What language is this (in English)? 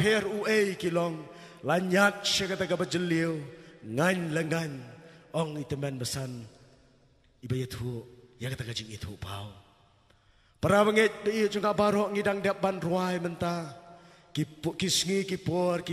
Khasi